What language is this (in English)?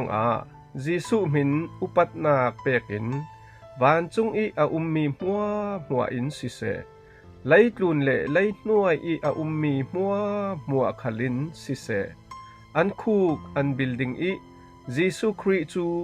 Falam Chin